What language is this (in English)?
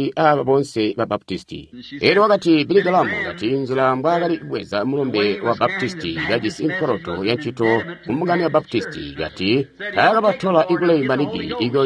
Tonga (Zambia)